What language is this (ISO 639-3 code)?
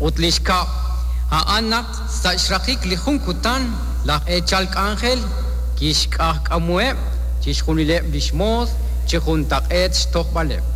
kek